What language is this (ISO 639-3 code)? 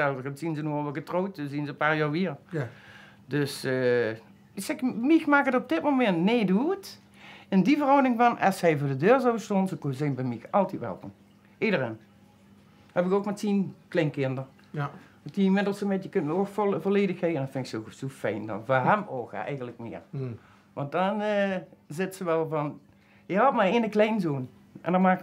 lim